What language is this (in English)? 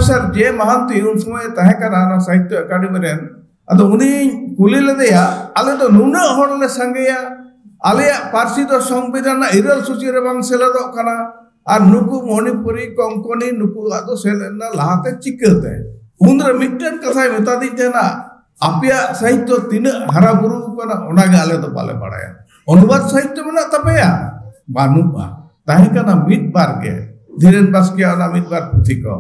Santali